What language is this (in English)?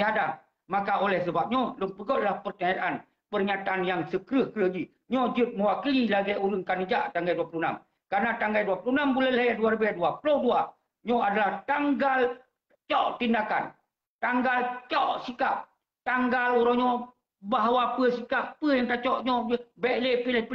Achinese